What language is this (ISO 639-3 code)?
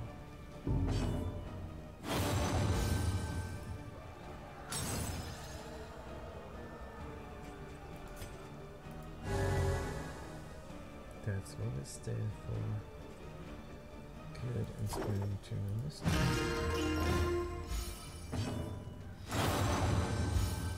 eng